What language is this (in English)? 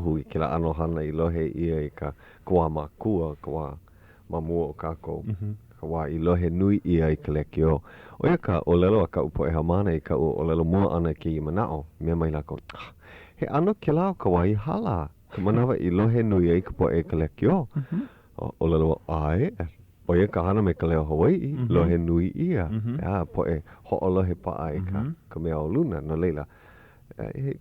Hawaiian